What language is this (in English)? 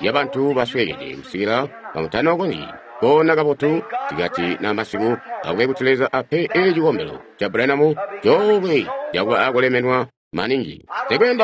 Tonga (Zambia)